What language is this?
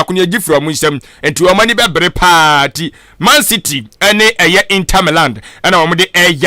Akan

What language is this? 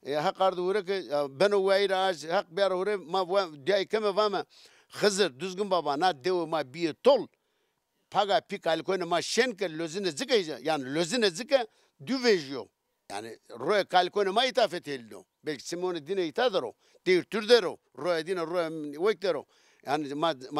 Zaza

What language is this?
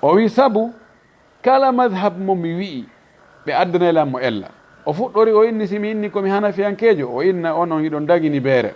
Fula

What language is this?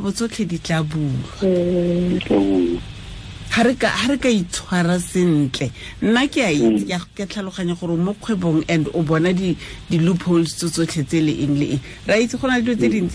Tswana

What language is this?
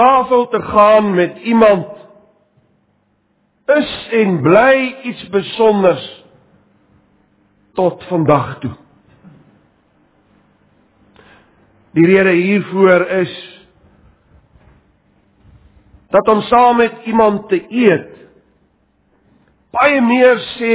Afrikaans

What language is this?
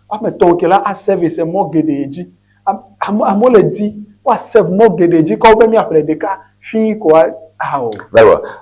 Ewe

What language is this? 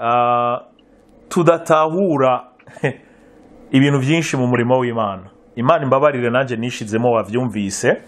Rundi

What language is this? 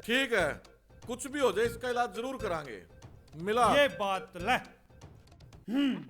Haryanvi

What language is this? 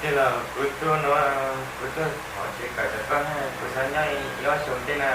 Hmong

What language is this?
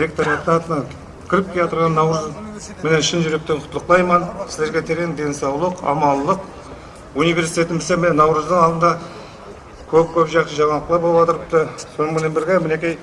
Kara-Kalpak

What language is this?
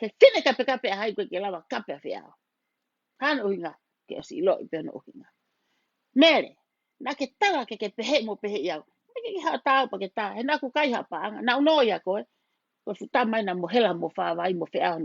Tongan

